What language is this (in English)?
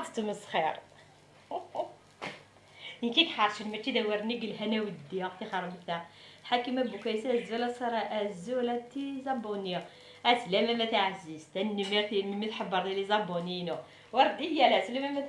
Kabyle